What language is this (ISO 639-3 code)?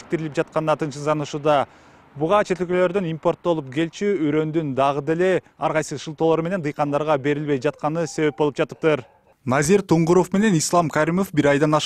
kir